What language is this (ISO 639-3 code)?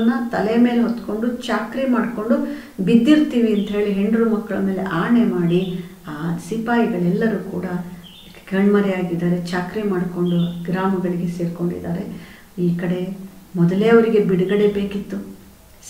kan